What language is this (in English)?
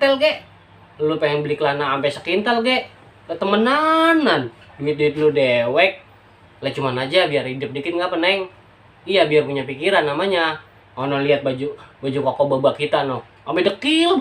Betawi